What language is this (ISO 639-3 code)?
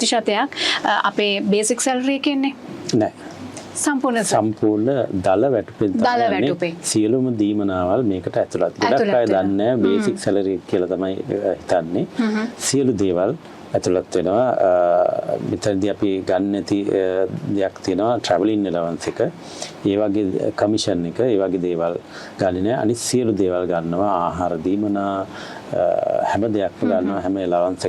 sin